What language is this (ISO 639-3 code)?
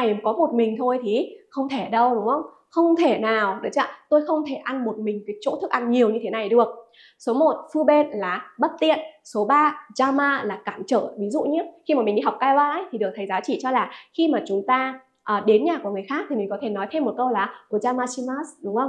vie